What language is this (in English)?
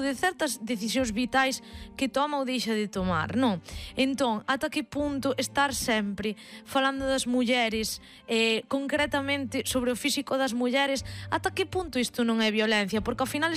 Galician